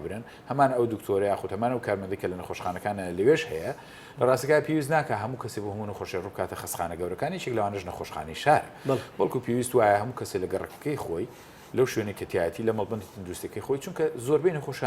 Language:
Central Kurdish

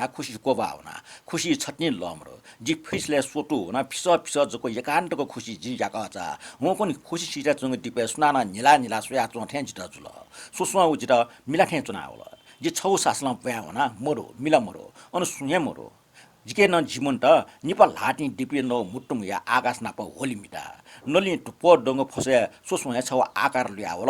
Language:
Newari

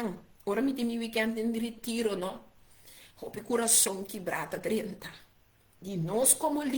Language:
Papiamento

